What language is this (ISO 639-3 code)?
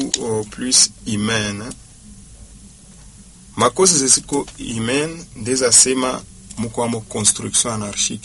swa